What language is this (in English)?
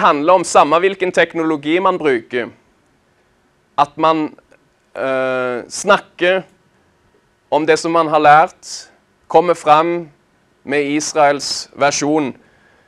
Norwegian